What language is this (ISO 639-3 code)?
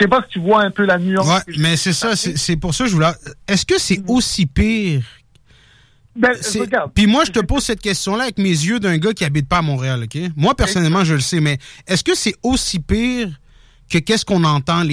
fra